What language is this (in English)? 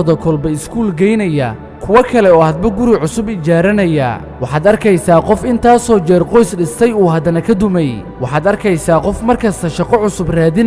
Somali